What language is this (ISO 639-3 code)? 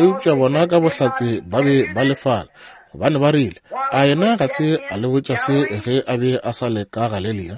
nso